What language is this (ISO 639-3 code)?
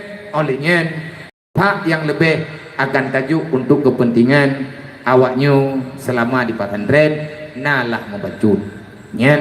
ace